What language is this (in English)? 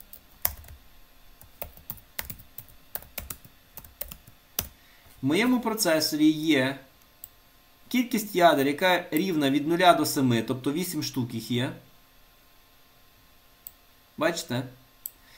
Ukrainian